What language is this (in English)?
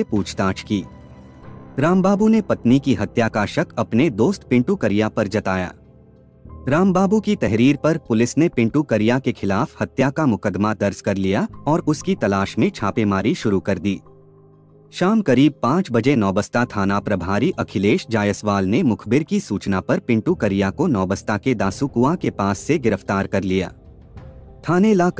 Hindi